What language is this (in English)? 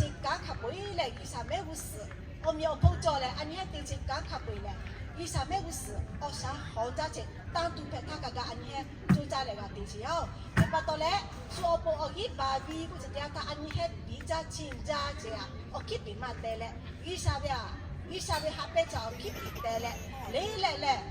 Lahu